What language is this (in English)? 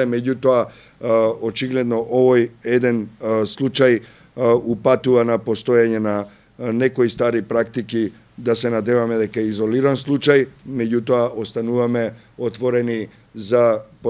Macedonian